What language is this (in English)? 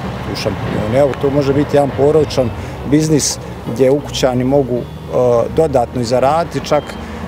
Bosnian